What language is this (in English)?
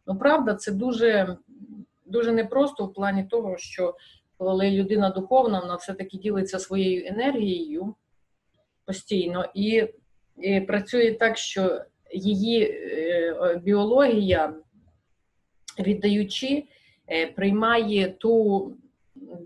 Ukrainian